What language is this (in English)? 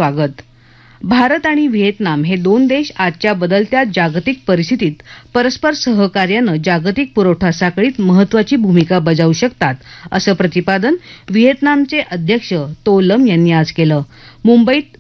Marathi